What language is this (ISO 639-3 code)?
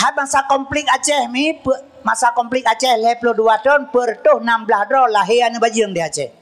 ace